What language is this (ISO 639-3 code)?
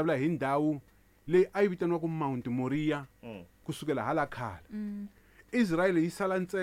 tso